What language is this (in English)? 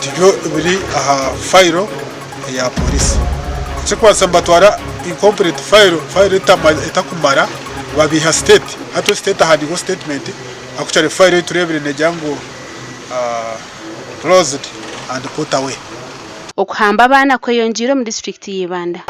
Nyankole